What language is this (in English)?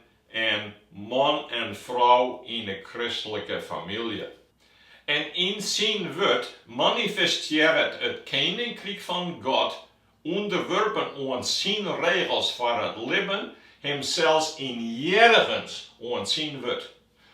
Western Frisian